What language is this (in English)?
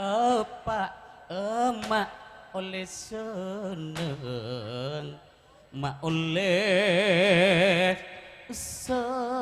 Madurese